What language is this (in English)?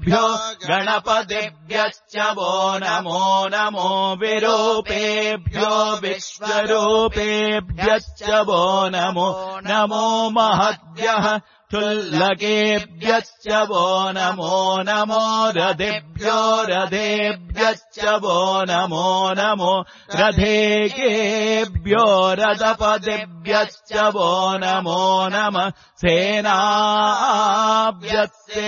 Sanskrit